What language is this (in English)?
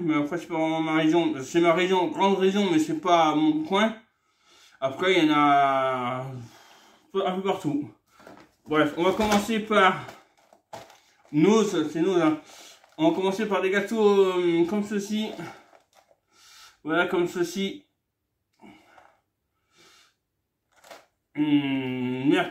French